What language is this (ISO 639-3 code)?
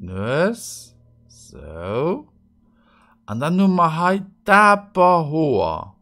ltz